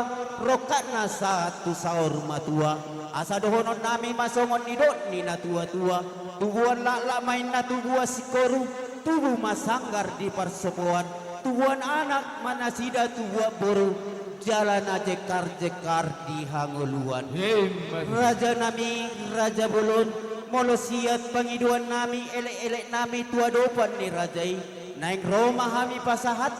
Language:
Batak Toba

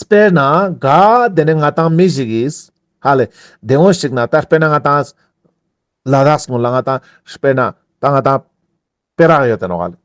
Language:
Ladakhi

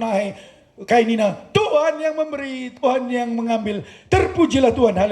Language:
Batak Karo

